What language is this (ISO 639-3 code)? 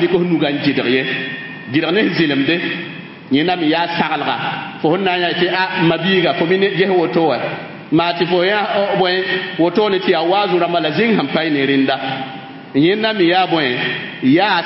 mos